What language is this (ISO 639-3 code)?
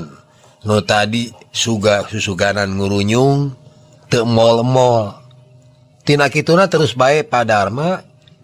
sun